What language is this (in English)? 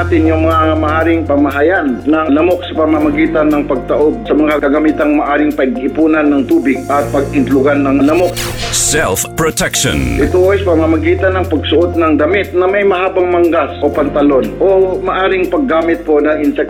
Filipino